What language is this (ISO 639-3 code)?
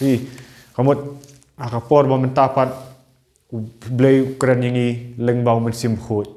kha